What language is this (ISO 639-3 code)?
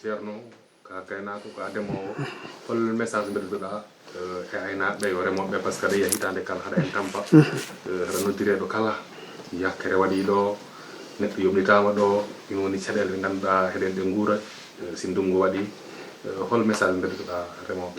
ful